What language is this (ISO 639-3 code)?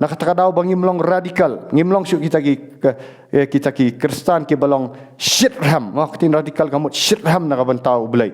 kha